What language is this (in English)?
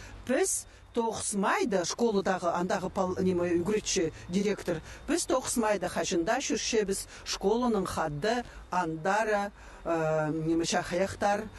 Khakas